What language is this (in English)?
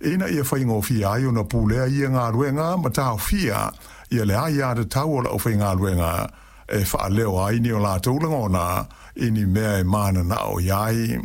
Samoan